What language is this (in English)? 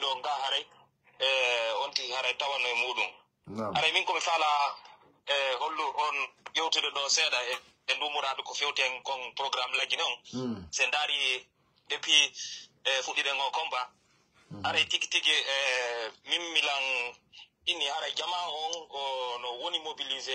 Pular